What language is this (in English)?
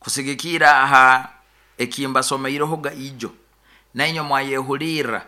Nyoro